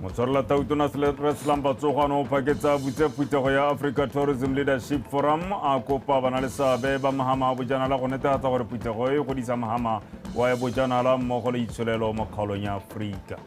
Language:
Tswana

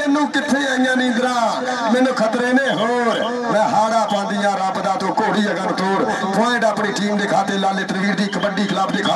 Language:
Punjabi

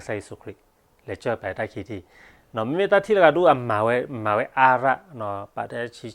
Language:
S'gaw Karen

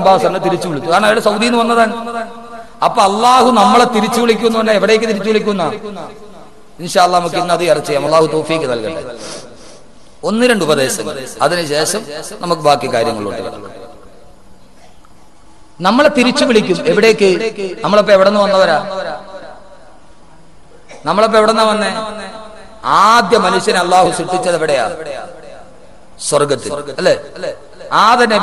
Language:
Malayalam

